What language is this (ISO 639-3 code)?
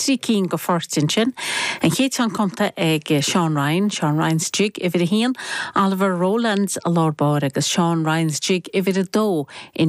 gle